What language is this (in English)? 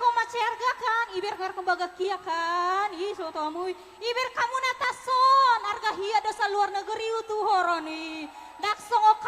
Batak Toba